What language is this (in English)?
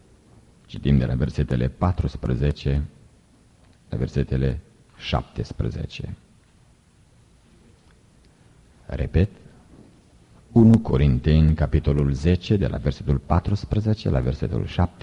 Romanian